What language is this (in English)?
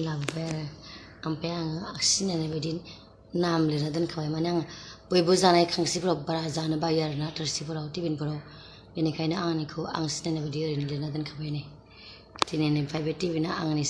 Bodo